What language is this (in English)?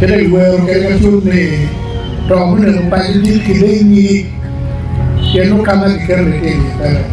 Acoli